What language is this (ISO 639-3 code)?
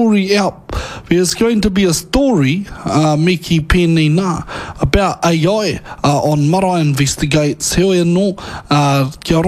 mri